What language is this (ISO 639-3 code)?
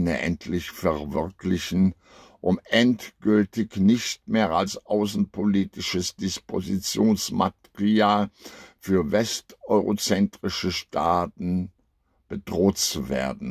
deu